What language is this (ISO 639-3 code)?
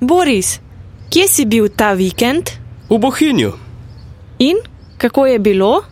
slv